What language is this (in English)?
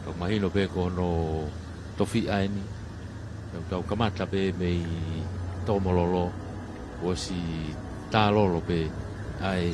Tongan